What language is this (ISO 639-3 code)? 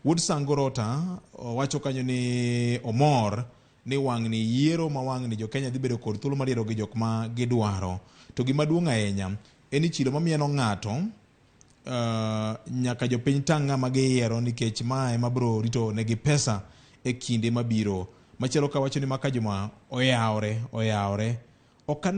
luo